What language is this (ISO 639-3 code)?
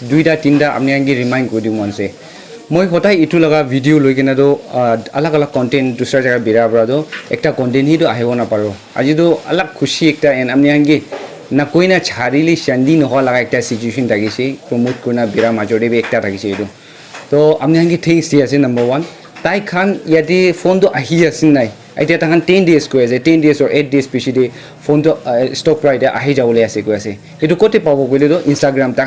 nag